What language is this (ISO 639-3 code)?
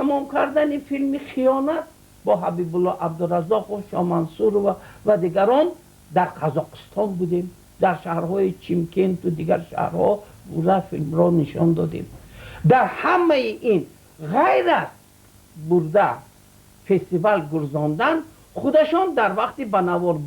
tgk